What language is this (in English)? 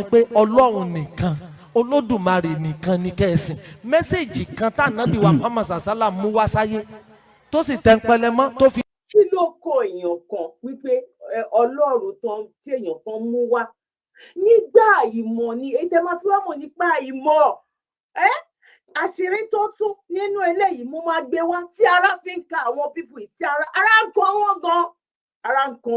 Yoruba